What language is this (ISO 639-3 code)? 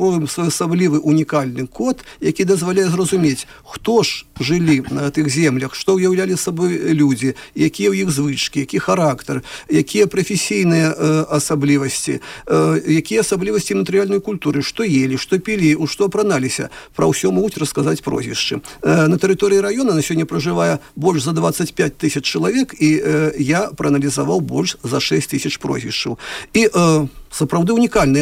bel